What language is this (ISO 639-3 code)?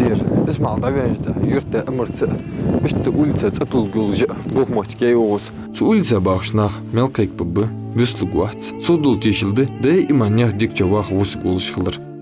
inh